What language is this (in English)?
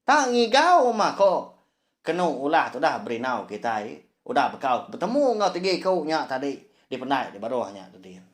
Iban